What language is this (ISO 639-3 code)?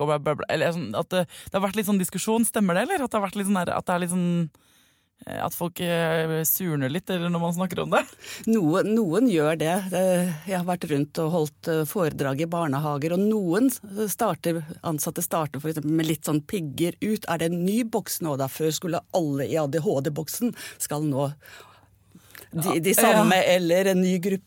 nor